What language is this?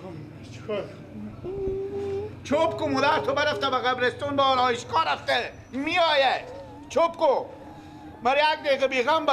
Persian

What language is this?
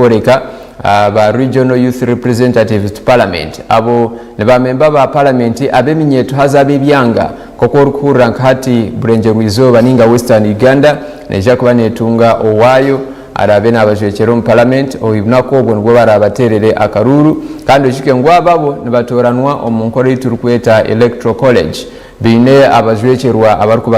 Nyankole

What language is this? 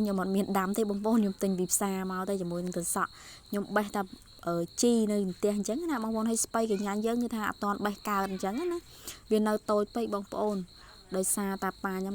Khmer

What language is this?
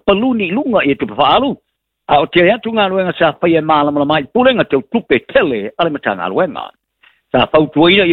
Samoan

